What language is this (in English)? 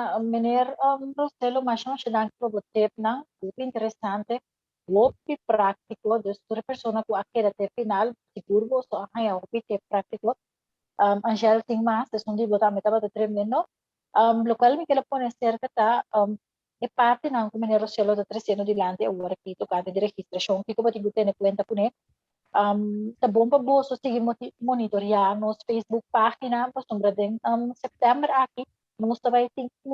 Papiamento